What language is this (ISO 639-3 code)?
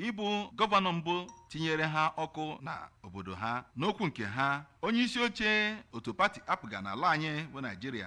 ibo